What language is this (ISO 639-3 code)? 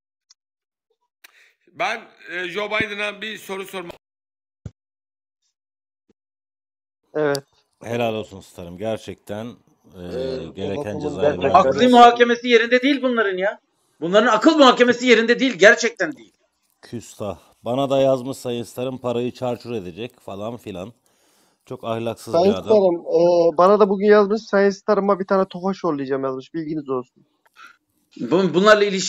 tur